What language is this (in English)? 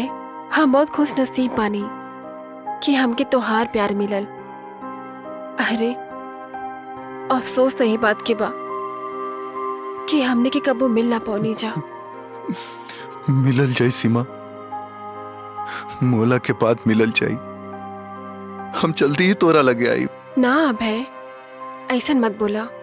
Bhojpuri